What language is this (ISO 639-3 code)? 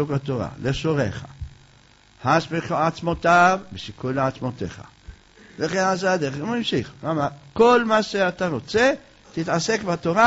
heb